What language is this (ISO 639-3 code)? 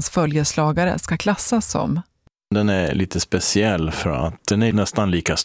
swe